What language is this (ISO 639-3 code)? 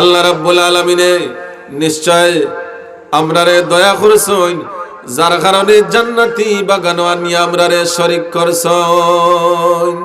syl